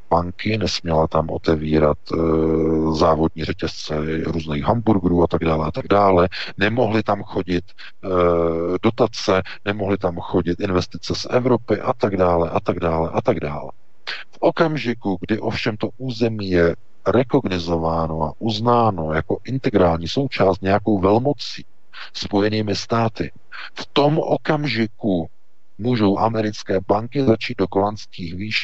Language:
Czech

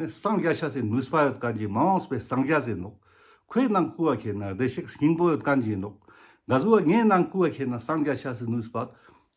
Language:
Ladakhi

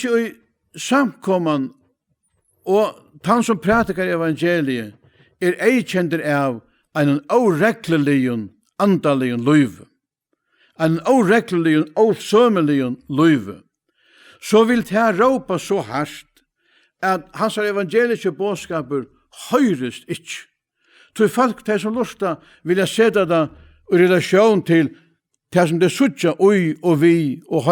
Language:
Faroese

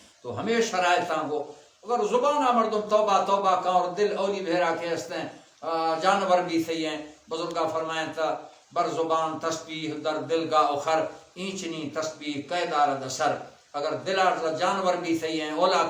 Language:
Baluchi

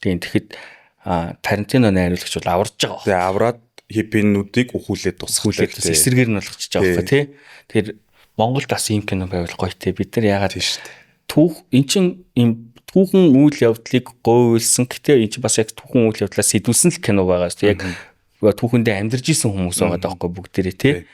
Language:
Mongolian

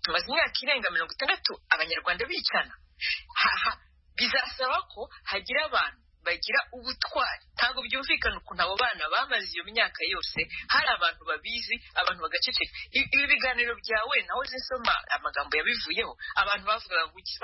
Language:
Kinyarwanda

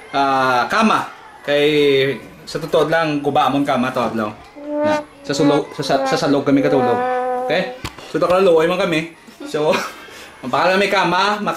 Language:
Hiligaynon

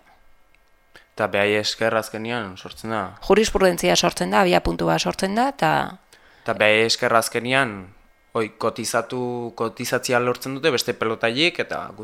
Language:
Basque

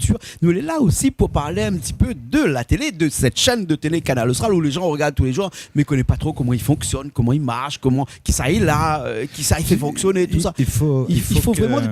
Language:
Réunion Creole French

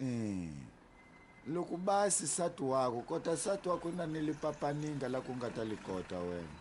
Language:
Tsonga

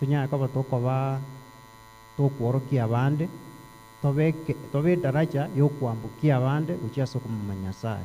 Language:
Gusii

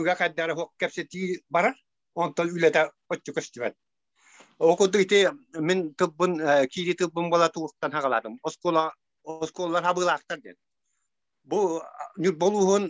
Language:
Yakut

